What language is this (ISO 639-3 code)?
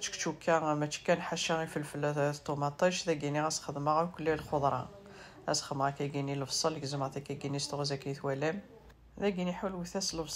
kab